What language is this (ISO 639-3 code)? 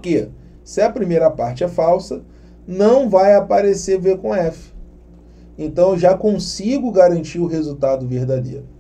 por